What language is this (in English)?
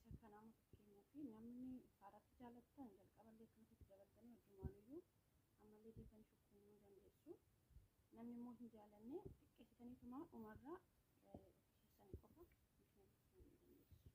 Oromo